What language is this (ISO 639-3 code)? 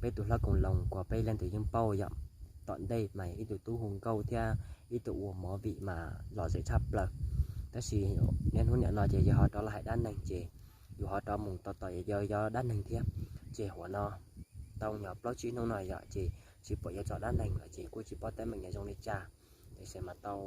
hmn